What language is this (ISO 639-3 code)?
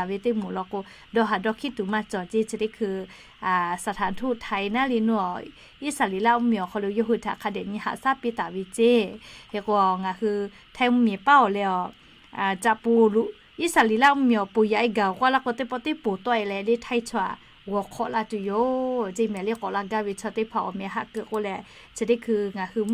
lhu